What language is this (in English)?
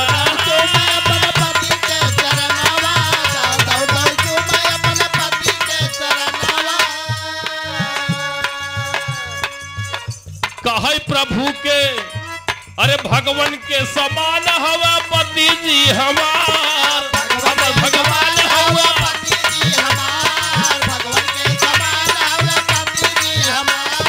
Bhojpuri